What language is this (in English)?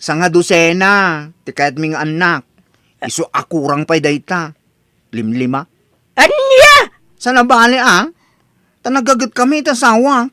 Iloko